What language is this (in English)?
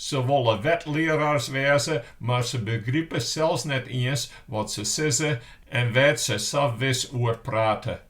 Western Frisian